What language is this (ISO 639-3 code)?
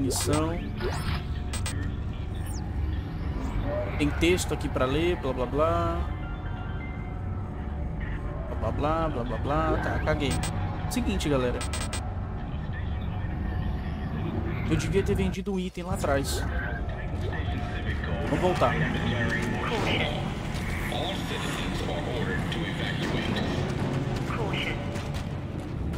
por